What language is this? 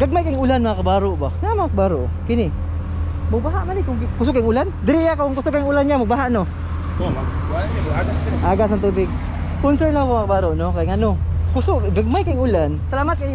Cebuano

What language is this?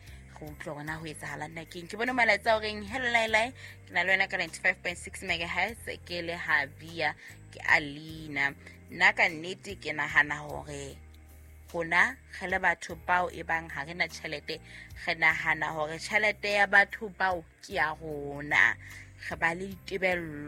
Southern Sotho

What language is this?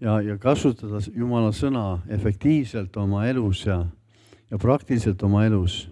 Estonian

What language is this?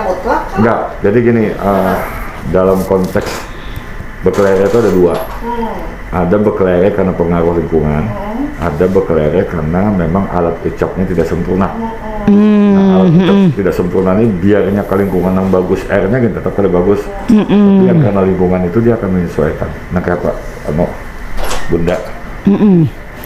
Banjar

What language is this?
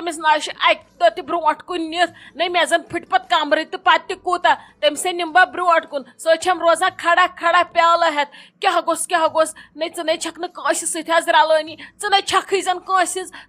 Kashmiri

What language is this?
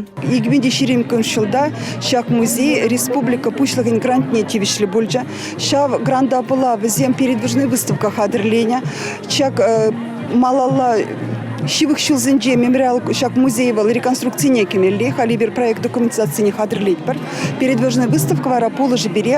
Chuvash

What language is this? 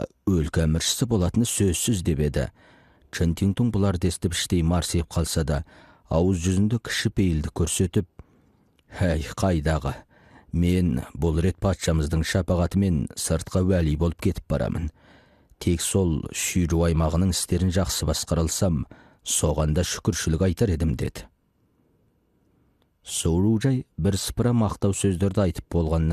Kazakh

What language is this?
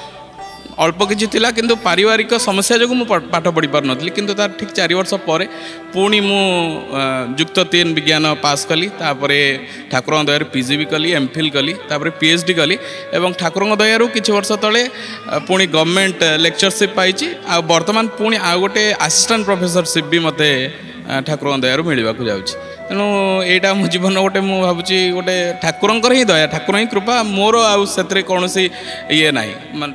Odia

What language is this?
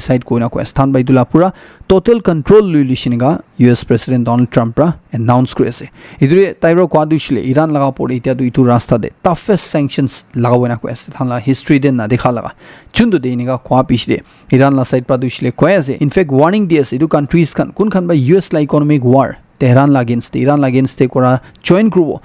Naga Pidgin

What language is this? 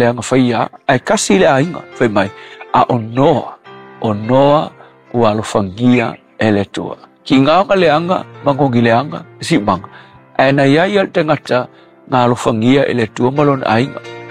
Samoan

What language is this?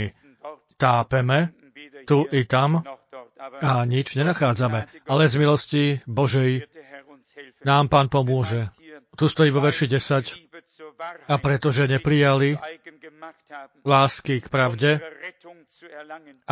Slovak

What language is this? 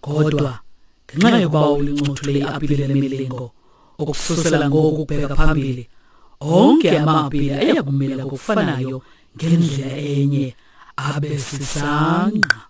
Xhosa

